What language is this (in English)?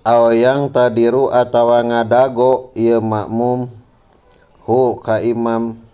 Sundanese